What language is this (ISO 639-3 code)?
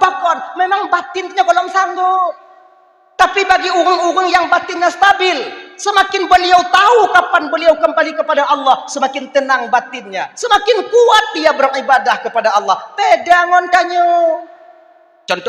ace